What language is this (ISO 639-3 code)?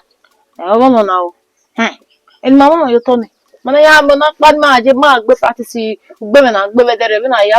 bin